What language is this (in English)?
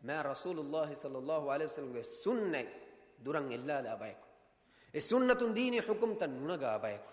Divehi